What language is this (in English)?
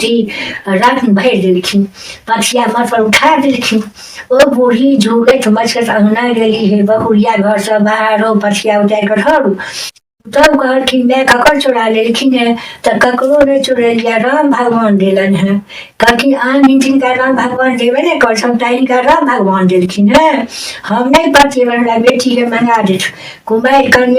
Maithili